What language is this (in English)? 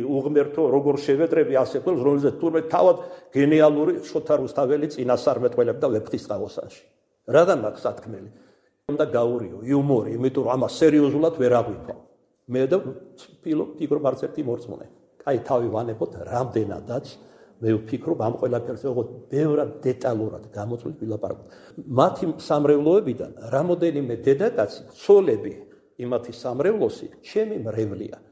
Georgian